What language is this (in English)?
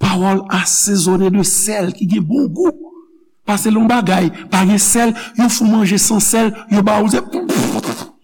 Haitian Creole